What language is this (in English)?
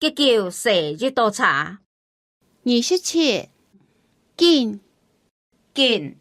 Hakka Chinese